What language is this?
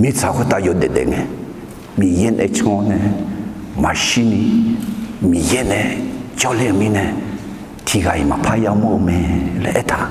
Akha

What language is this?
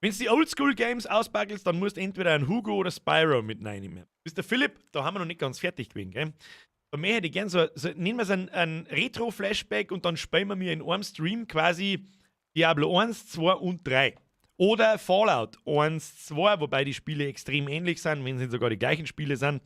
Bavarian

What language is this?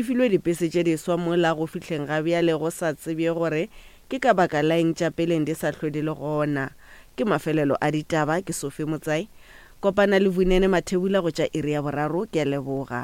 Northern Sotho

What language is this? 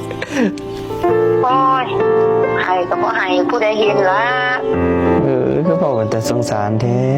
Lao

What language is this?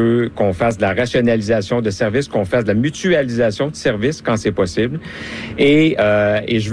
French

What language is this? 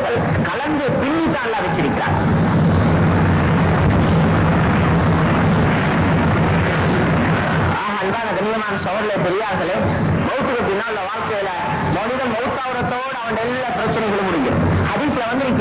Tamil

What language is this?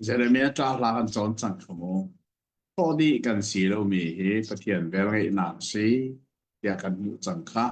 Hakha Chin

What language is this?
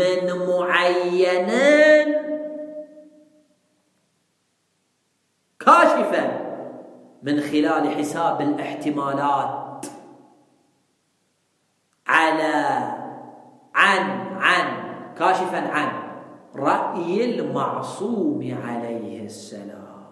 Arabic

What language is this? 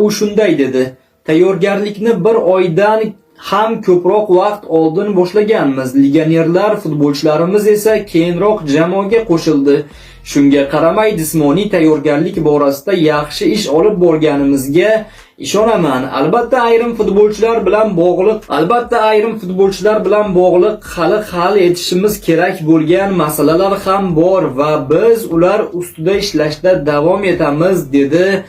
Uzbek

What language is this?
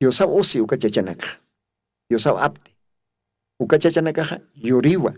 Aymara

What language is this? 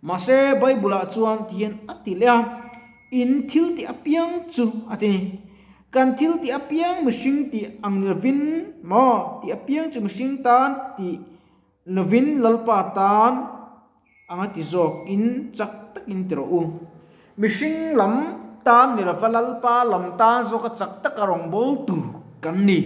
Mizo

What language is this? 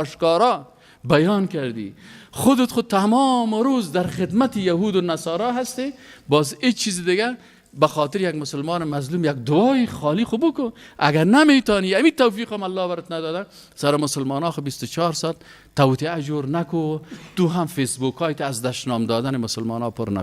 Persian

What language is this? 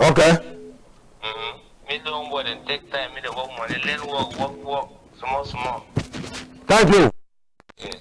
Cameroon Pidgin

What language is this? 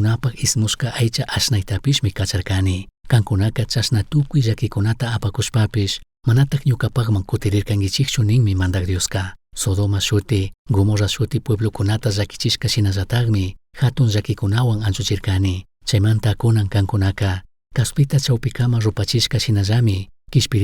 Chimborazo Highland Quichua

